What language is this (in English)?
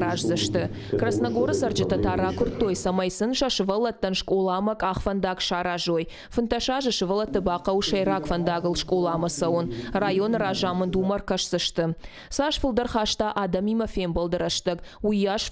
Ossetic